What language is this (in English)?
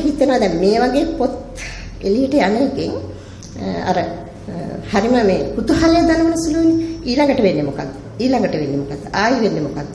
Sinhala